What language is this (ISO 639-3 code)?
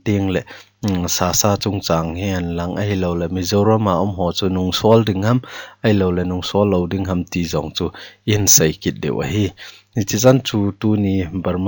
tcz